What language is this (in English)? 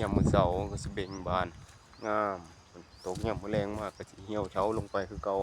Northeastern Thai